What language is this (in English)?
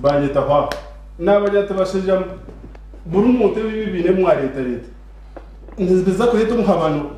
Nyankole